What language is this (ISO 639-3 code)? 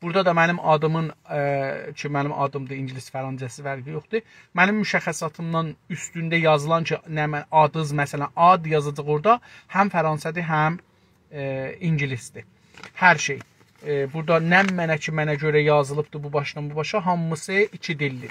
azb